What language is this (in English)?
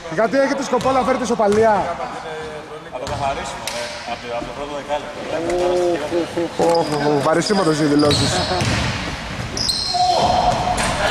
Greek